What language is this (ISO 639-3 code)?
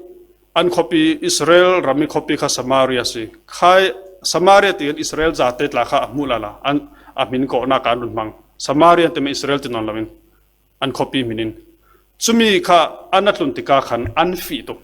cfm